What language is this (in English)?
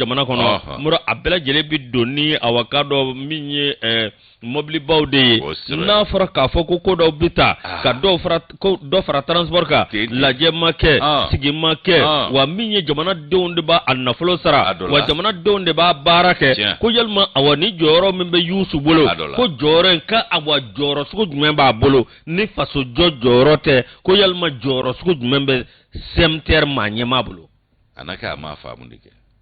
Bambara